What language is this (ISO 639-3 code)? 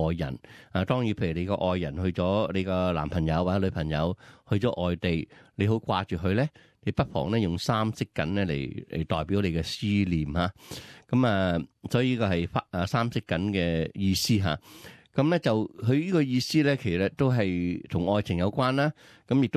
yue